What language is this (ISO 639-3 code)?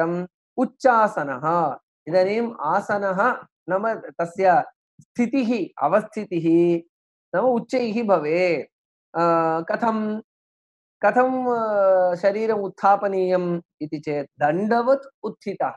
san